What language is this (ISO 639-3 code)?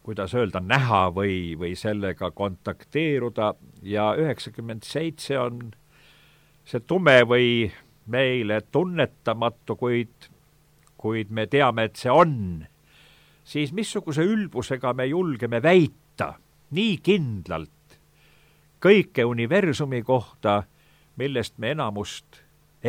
est